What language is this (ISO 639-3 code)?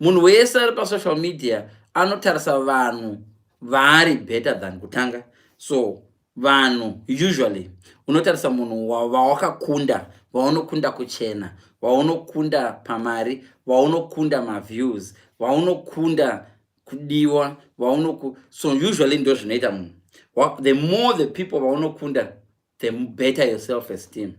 sna